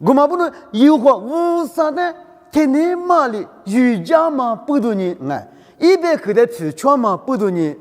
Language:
Lisu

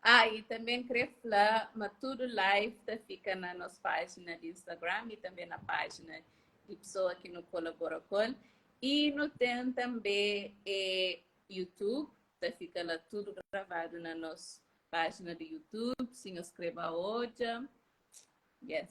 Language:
Kabuverdianu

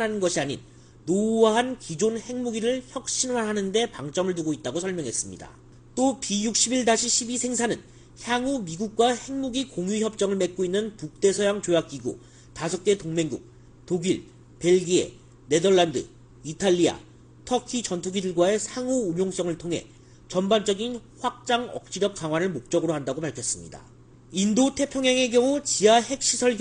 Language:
Korean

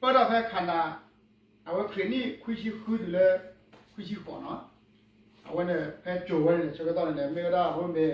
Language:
S'gaw Karen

